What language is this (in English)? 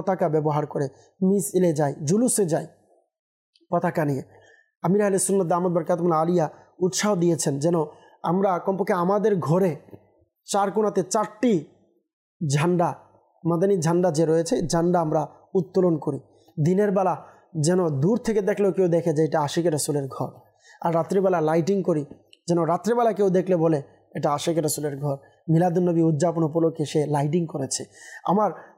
Bangla